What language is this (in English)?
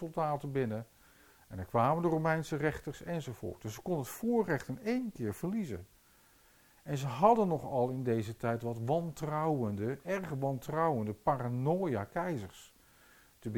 Dutch